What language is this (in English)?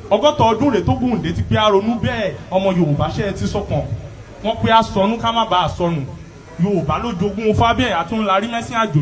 Yoruba